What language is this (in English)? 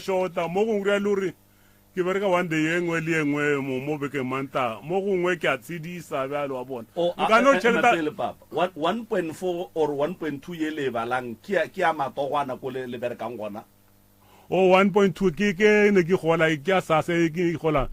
Northern Sotho